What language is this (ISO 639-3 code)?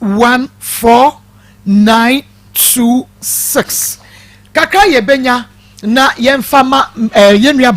aka